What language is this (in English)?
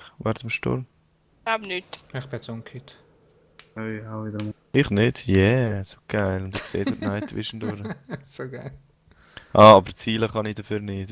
Swiss German